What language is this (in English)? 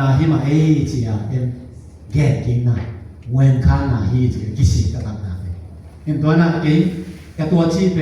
Tedim Chin